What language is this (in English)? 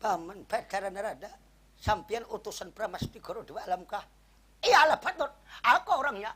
Banjar